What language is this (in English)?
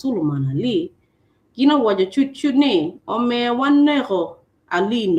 Acoli